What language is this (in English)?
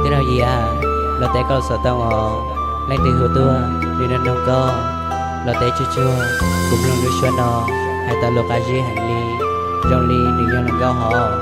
Hmong